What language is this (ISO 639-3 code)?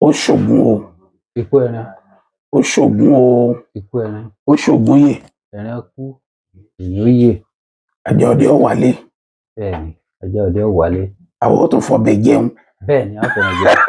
yor